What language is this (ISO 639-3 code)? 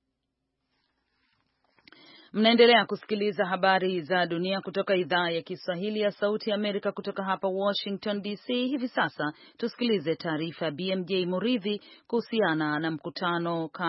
swa